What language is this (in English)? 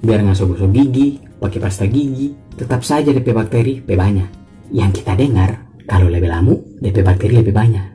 Manado Malay